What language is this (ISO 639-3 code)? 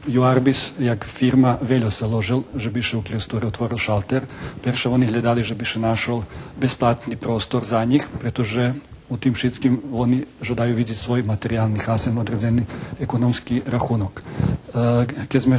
rue